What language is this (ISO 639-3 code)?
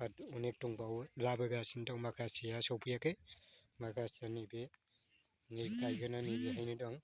brx